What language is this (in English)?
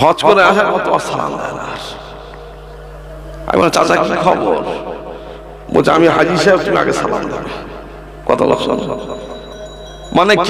Bangla